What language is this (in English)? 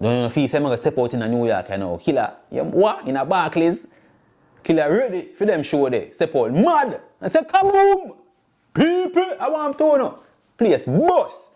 Jamaican Creole English